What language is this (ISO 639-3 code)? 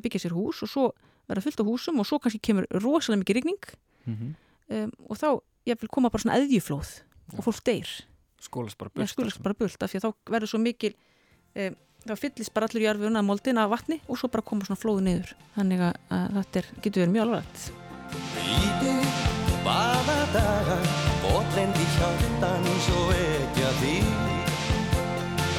isl